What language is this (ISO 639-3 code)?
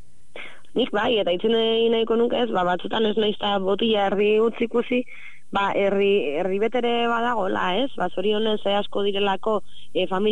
eus